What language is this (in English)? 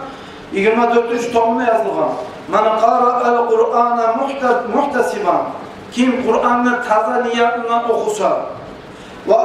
Kumyk